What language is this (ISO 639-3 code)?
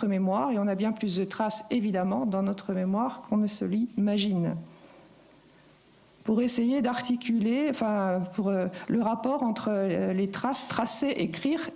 fra